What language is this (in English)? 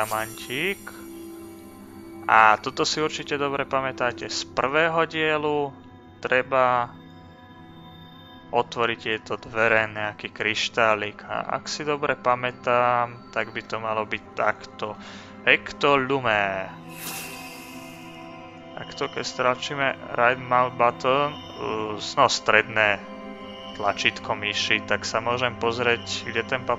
Slovak